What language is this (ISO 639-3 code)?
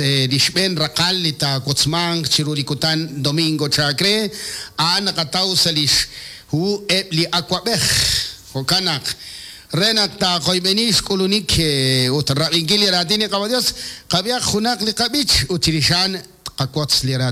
kek